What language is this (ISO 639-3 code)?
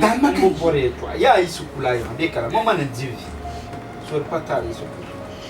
dag